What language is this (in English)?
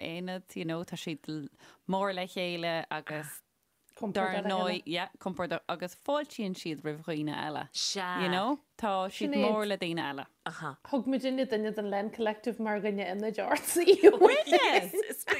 Irish